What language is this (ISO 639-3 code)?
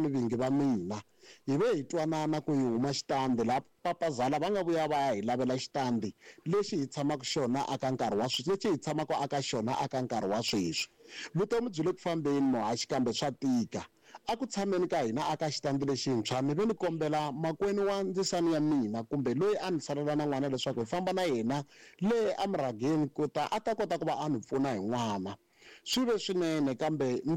tso